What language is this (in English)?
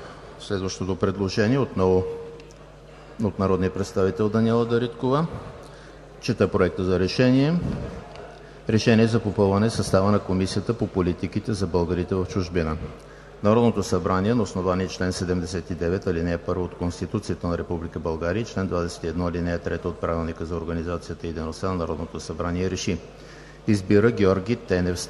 Bulgarian